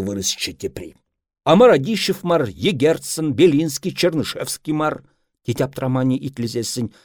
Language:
Chuvash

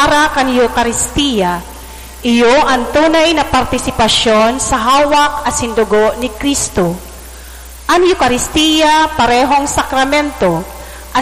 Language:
Bikol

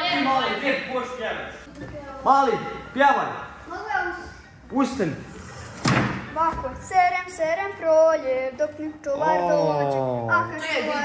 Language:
Croatian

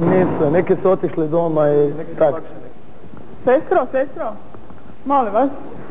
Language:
Croatian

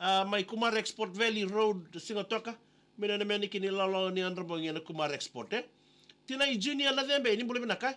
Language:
Fijian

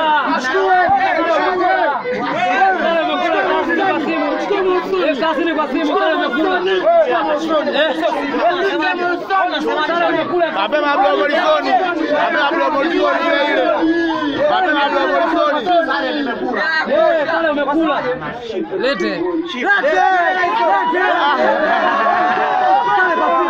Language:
Swahili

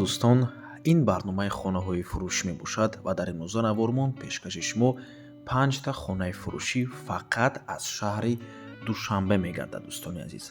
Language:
Tajik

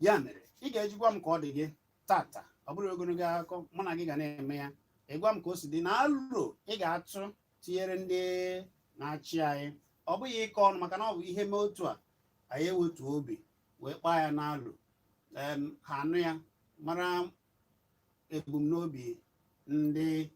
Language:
Igbo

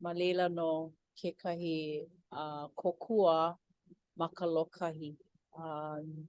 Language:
Hawaiian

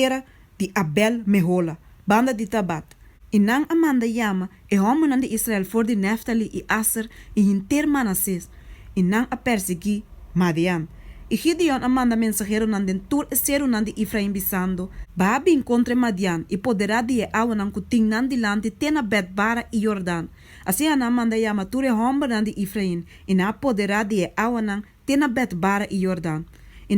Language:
Papiamento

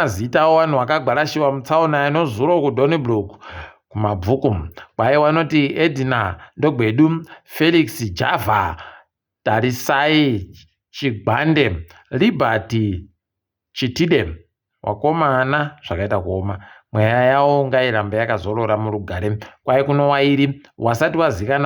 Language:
Ndau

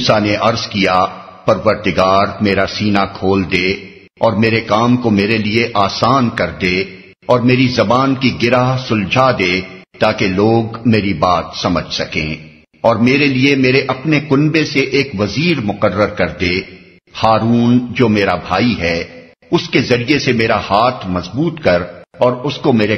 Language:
Urdu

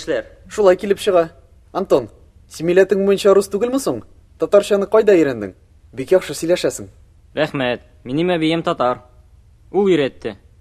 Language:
Tatar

